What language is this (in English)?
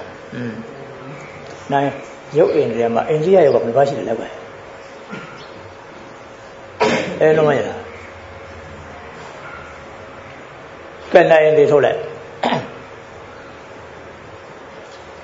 Burmese